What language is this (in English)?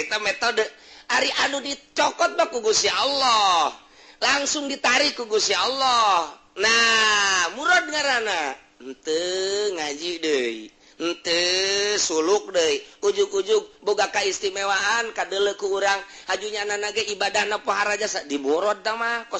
Sundanese